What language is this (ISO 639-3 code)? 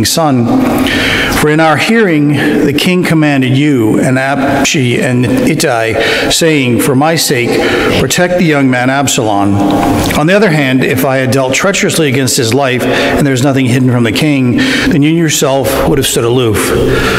eng